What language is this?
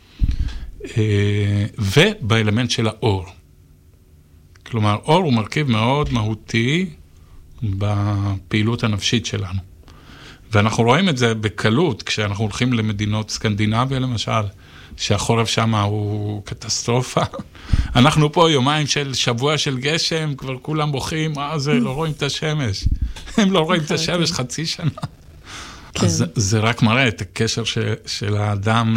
Hebrew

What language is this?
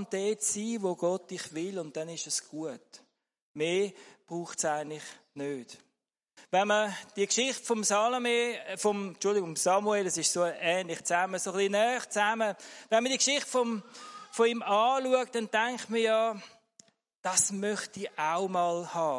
German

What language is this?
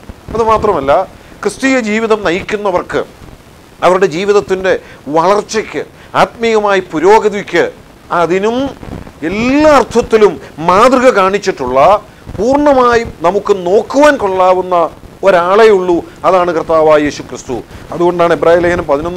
Malayalam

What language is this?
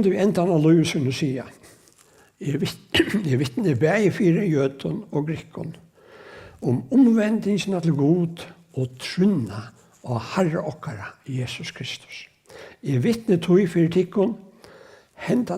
Faroese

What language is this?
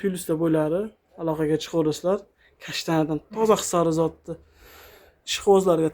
Uzbek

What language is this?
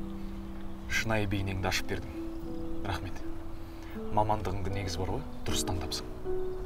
Kazakh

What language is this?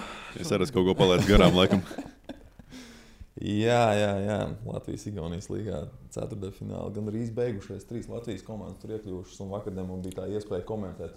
Latvian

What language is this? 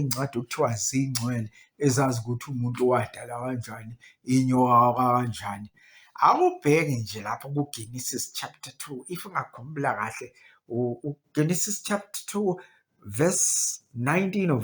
Zulu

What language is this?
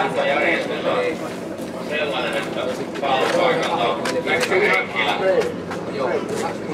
Finnish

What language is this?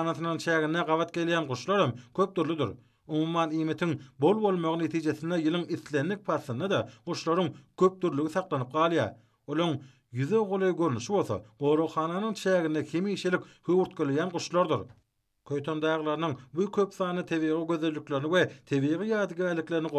Turkmen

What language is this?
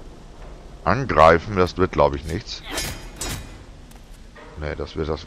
German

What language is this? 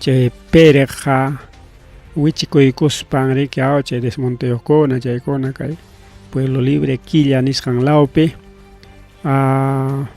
Ayacucho Quechua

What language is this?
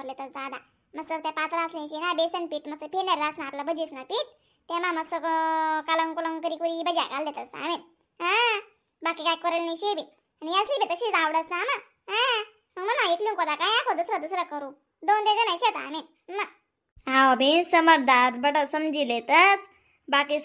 Khandesi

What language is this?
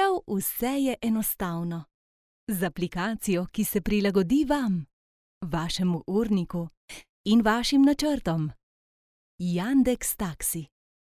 Slovenian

